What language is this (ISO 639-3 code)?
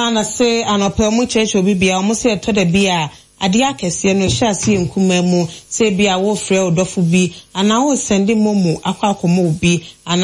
aka